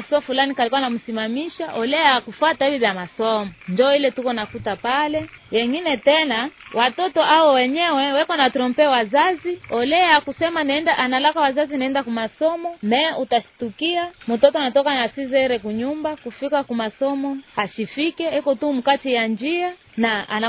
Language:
Swahili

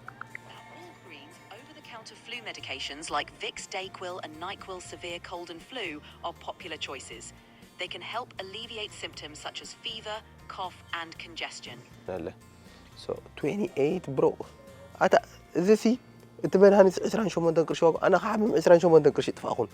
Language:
Tigrinya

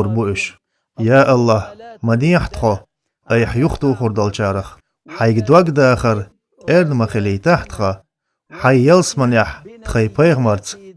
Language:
Chechen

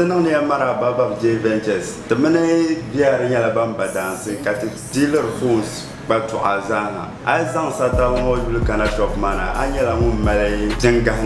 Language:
Dagbani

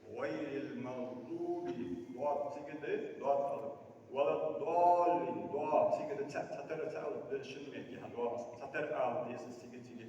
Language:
Ingush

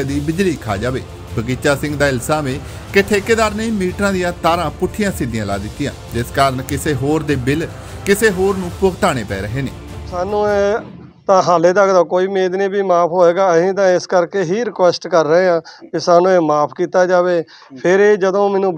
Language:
Punjabi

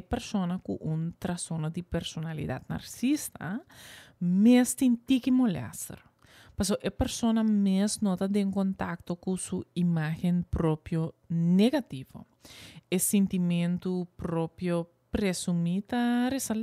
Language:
Papiamento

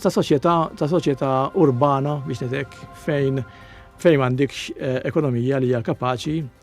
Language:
Maltese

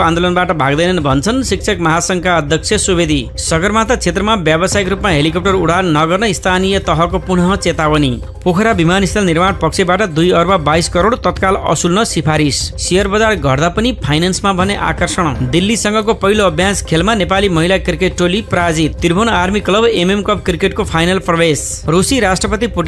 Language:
Nepali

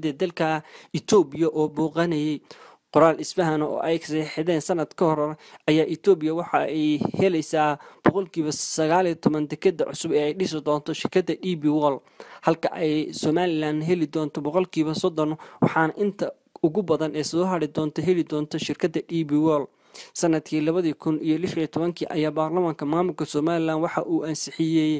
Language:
Somali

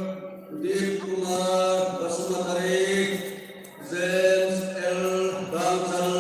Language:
Hmar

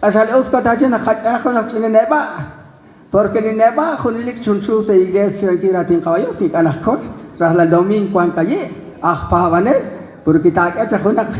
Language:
Kekchí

